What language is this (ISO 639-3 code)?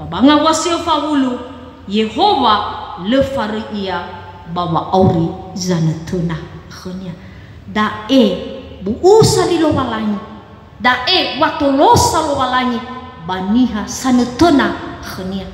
nia